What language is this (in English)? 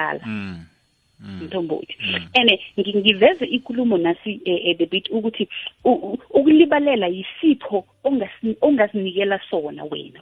South Ndebele